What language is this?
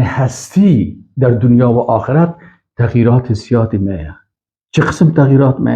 Persian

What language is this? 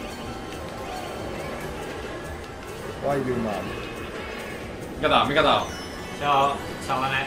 Finnish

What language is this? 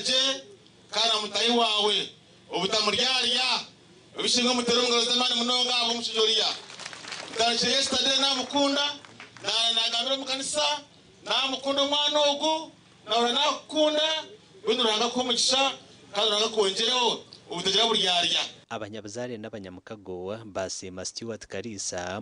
Nyankole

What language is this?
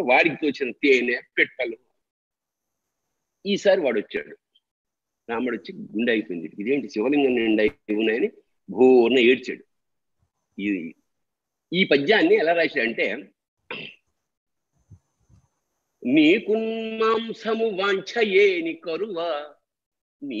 Telugu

